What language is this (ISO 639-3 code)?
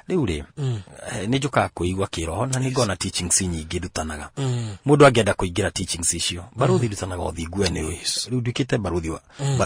kik